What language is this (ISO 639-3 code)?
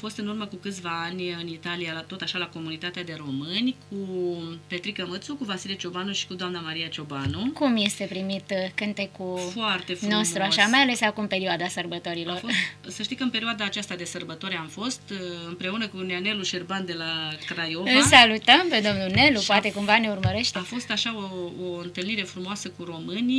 ron